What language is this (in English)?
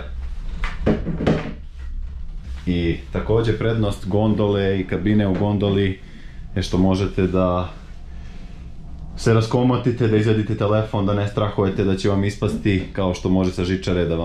Croatian